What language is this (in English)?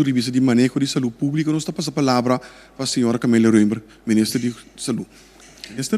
Papiamento